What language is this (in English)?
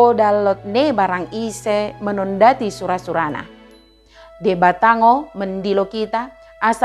Batak Dairi